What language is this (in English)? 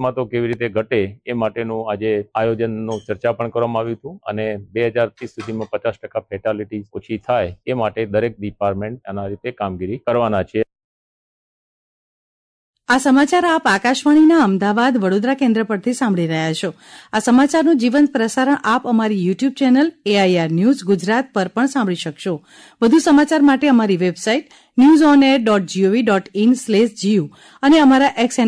Gujarati